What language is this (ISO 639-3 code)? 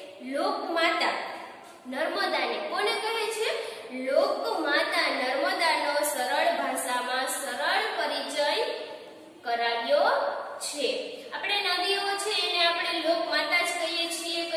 guj